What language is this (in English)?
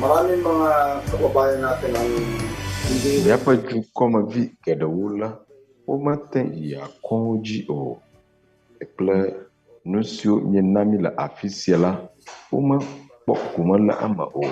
Ewe